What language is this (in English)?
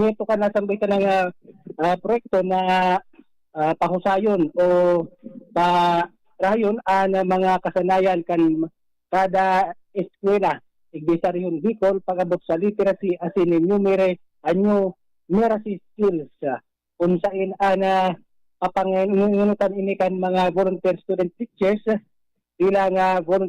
Bikol